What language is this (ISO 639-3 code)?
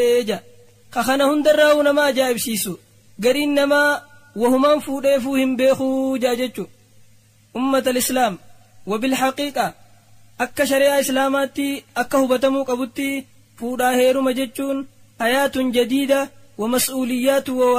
orm